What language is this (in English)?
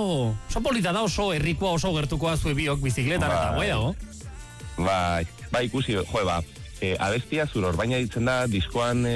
Basque